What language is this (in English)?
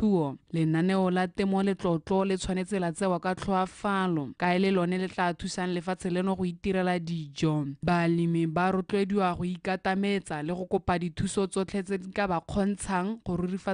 Tswana